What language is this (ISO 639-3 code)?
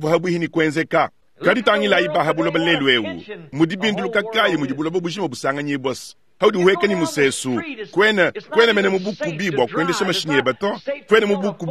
lua